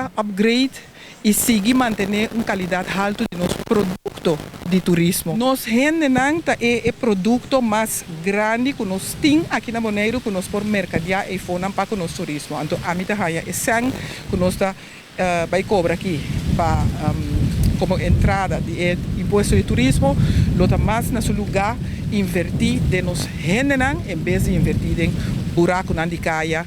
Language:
Papiamento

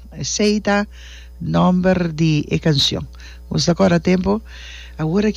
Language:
Papiamento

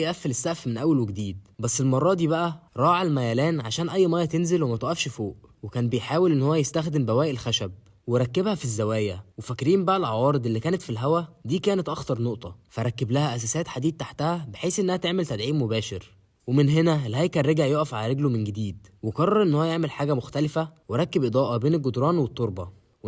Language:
Egyptian Arabic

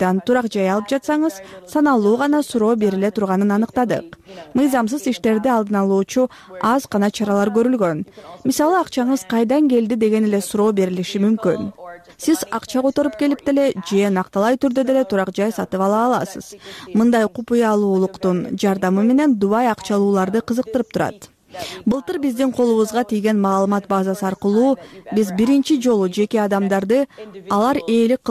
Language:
Kyrgyz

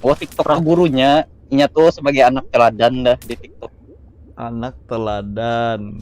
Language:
Banjar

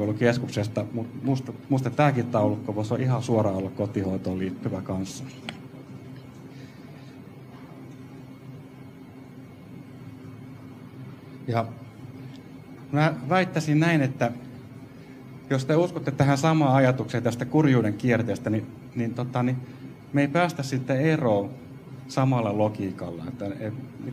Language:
Finnish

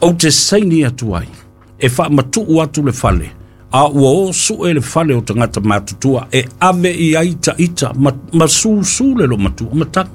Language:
Samoan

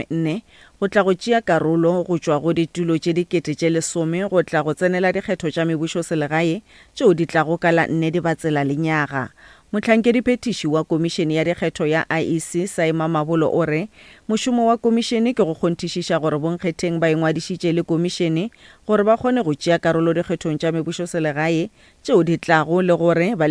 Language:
Northern Sotho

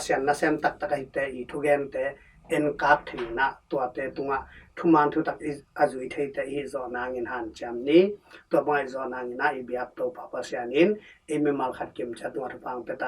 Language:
Tedim Chin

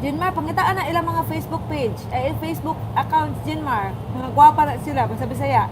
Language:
Cebuano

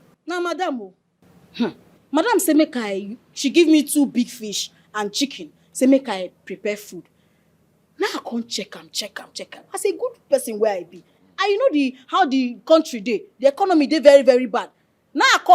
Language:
Nigerian Pidgin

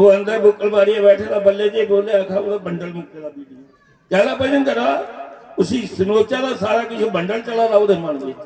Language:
Dogri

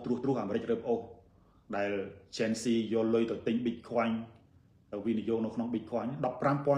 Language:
Khmer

